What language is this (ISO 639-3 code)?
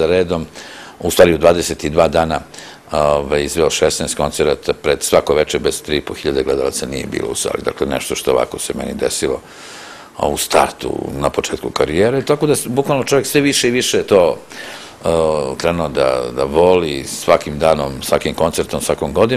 srp